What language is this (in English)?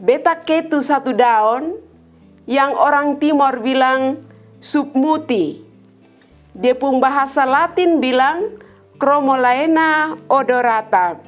Kupang Malay